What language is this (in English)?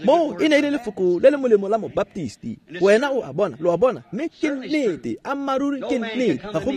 Tswana